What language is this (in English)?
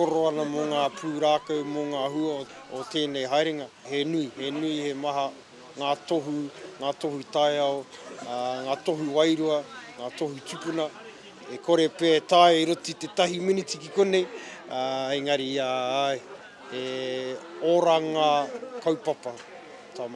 Māori